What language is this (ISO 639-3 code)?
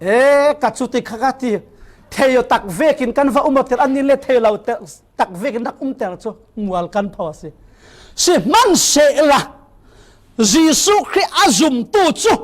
cfm